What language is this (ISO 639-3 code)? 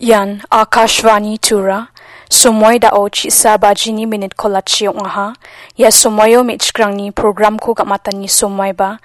grt